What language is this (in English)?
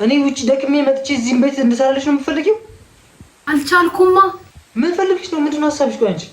Amharic